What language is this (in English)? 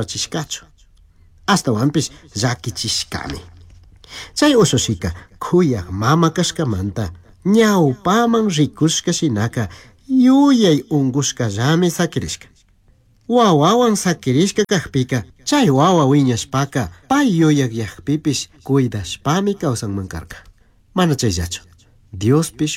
Chimborazo Highland Quichua